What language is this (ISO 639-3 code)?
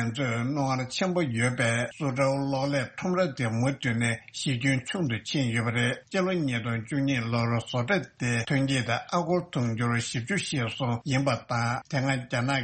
bod